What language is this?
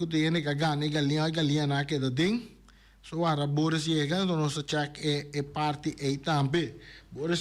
Papiamento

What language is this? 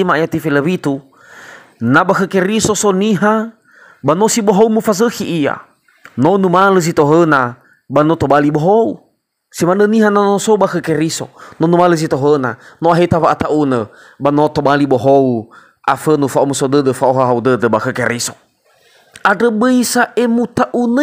Nias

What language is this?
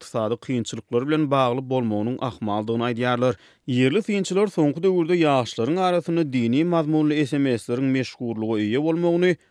Turkmen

